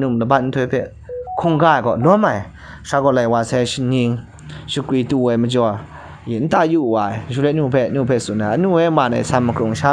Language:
Kachin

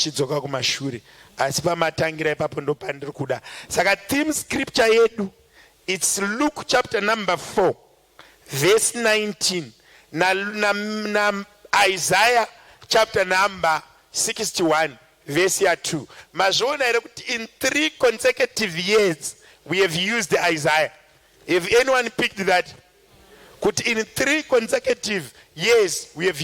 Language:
Shona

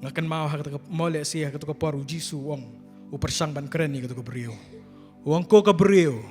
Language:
Khasi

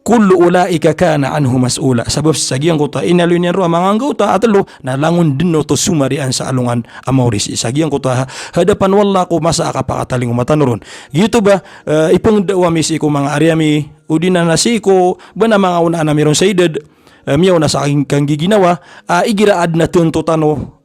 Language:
Maranao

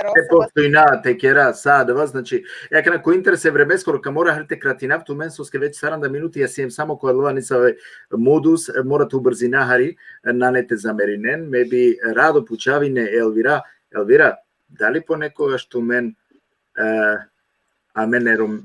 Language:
Balkan Romani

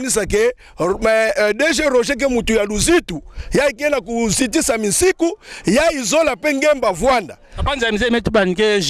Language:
Kituba (Democratic Republic of Congo)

